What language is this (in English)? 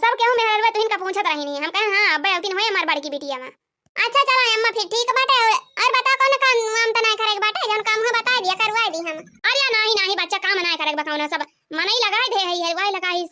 Awadhi